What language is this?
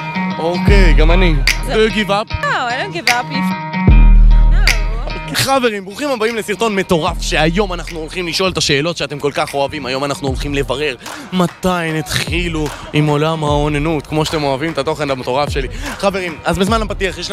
Hebrew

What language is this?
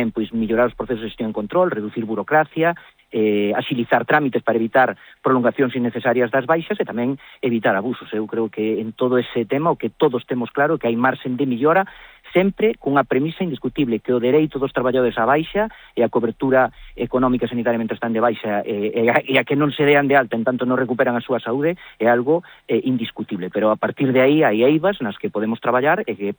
Galician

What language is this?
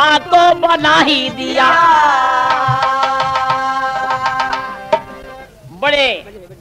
Bhojpuri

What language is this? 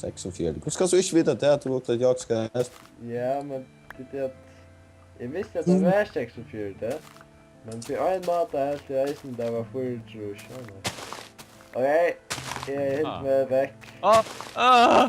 Faroese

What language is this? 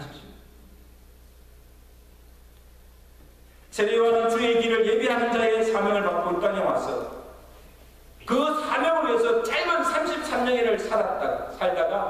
Korean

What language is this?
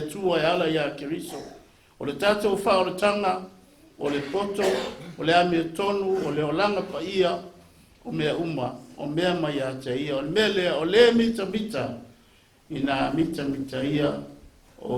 Samoan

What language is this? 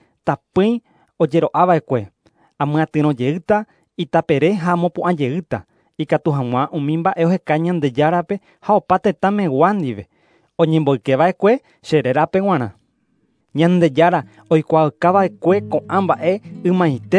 Guarani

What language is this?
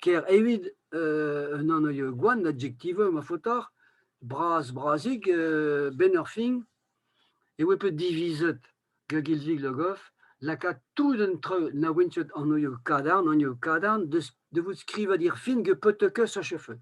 Breton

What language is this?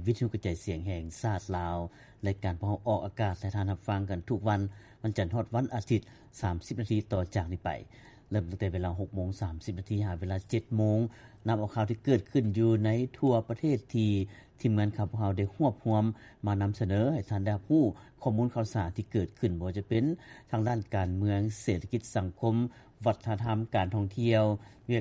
Lao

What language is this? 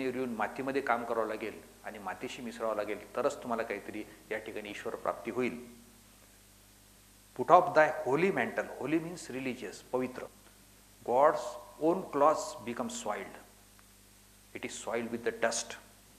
Marathi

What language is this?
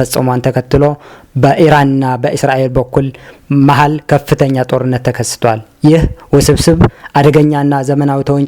Amharic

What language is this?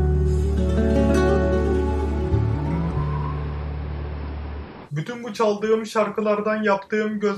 Turkish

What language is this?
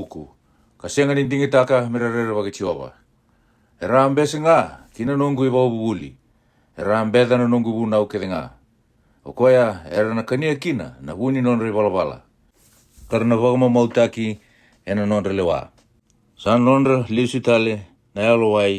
Fijian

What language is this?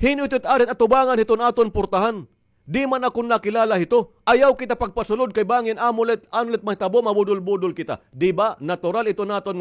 Waray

